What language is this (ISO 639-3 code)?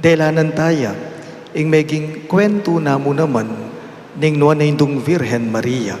pam